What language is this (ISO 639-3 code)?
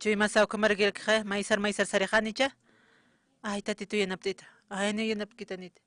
aym